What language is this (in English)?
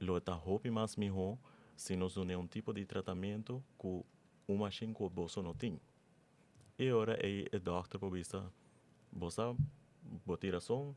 Papiamento